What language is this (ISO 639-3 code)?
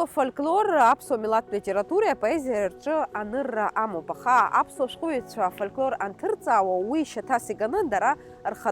abk